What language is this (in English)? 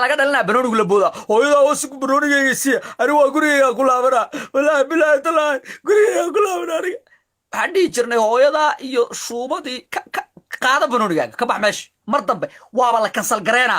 Somali